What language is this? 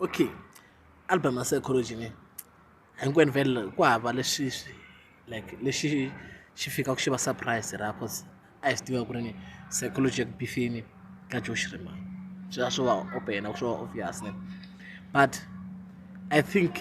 Tsonga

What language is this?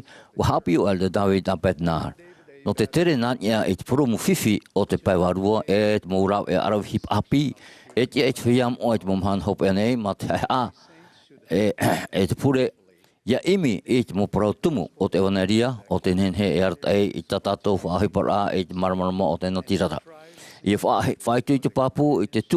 Tahitian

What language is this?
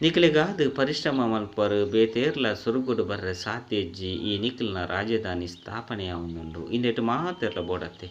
Tulu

